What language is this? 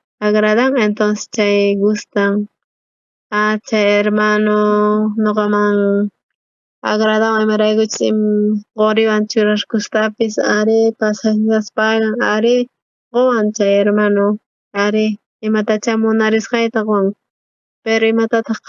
South Bolivian Quechua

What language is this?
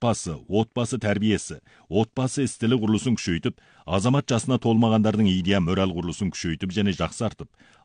Kazakh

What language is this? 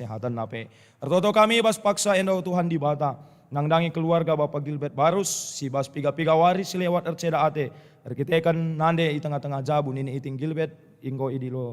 Batak Karo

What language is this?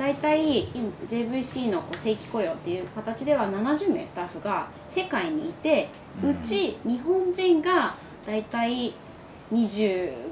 Japanese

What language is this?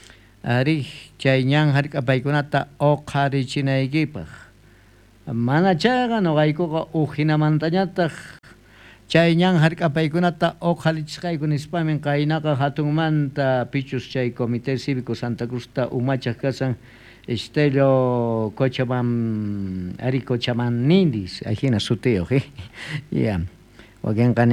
South Bolivian Quechua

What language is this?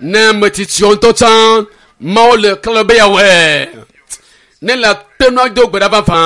Ewe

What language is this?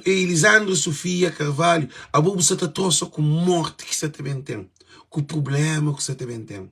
Kabuverdianu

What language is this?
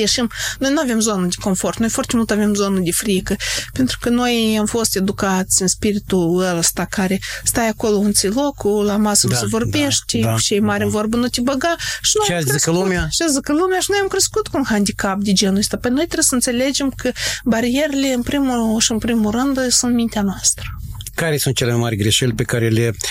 Romanian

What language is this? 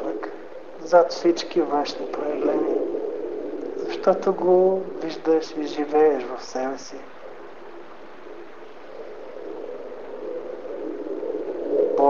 Bulgarian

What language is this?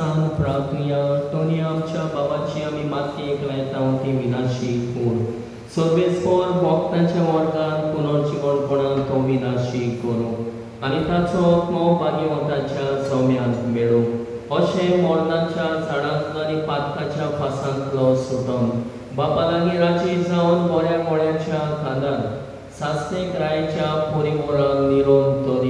Konkani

